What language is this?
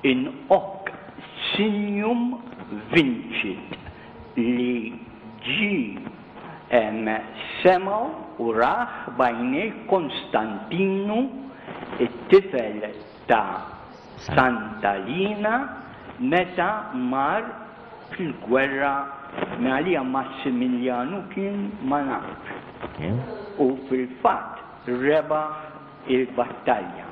Maltese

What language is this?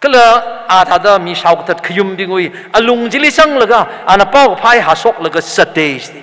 Tangkhul Naga (India)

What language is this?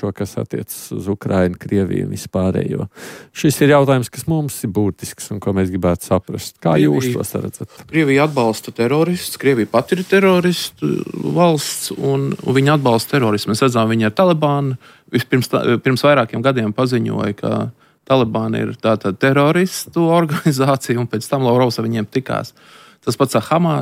Latvian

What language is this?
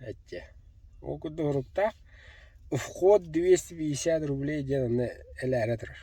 Yakut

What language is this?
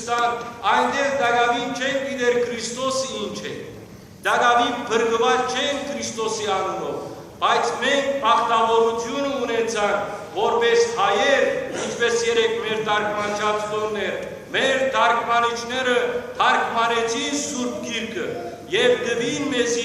Western Armenian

